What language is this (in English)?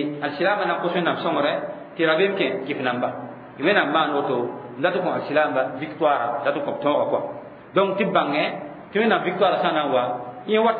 Mossi